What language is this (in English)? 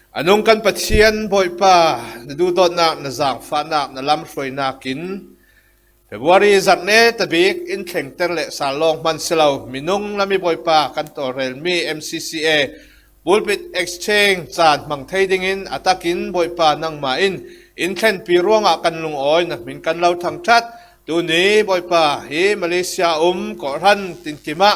Falam Chin